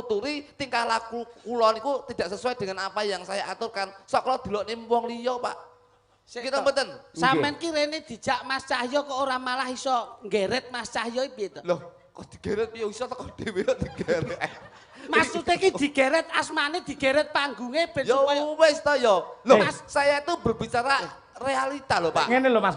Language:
Javanese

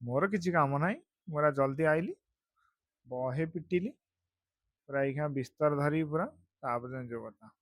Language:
Odia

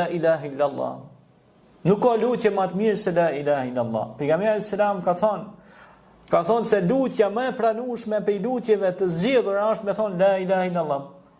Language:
Albanian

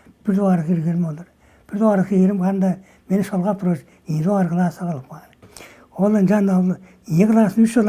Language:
Tuvinian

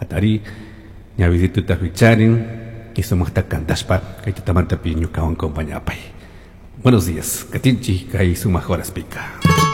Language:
Chimborazo Highland Quichua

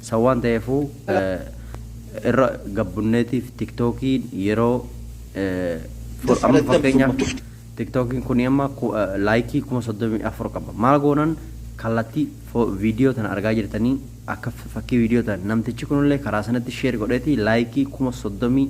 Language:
Oromo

